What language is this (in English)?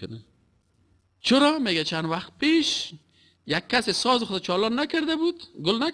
Persian